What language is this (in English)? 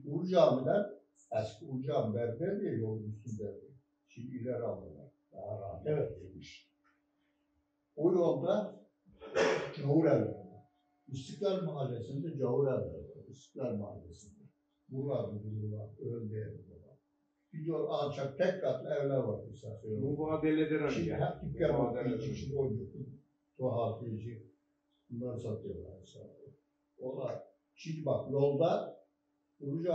Turkish